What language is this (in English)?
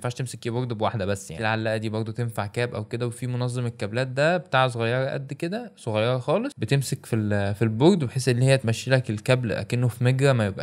Egyptian Arabic